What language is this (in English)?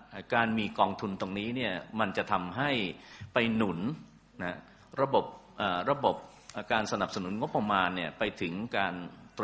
Thai